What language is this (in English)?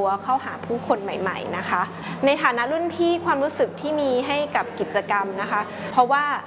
Thai